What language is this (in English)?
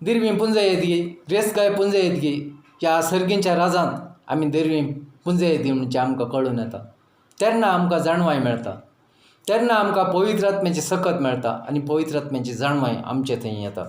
Konkani